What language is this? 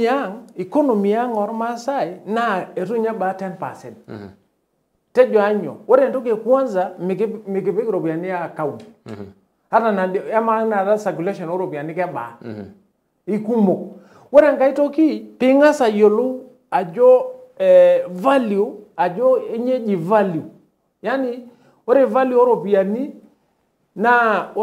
Masai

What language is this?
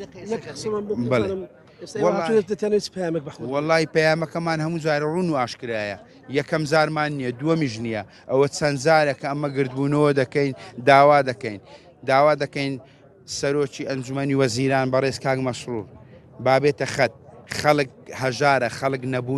Central Kurdish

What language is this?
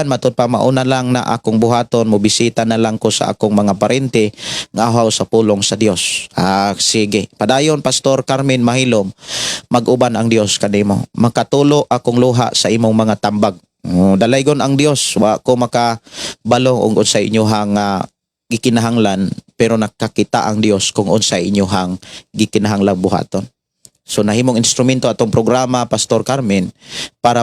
Cebuano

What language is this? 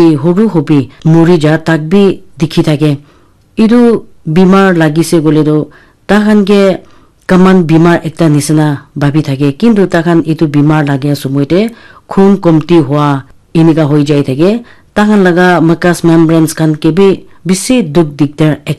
Naga Pidgin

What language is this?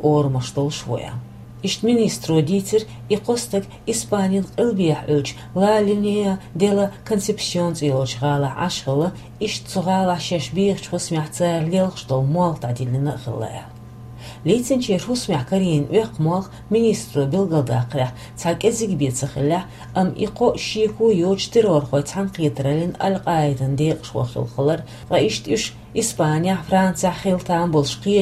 Chechen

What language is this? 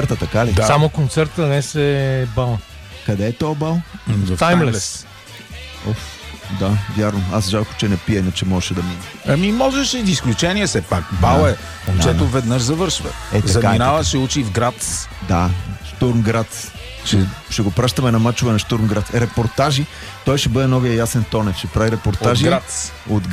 Bulgarian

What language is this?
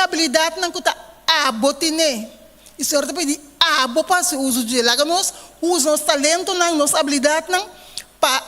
Papiamento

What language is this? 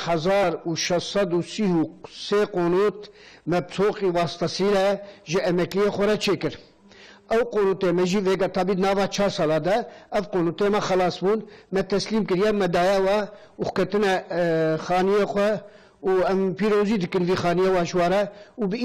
Kurdish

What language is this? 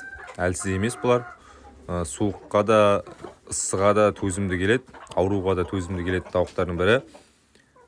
Kazakh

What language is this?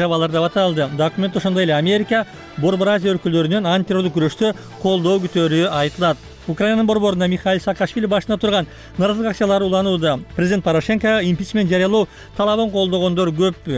Kyrgyz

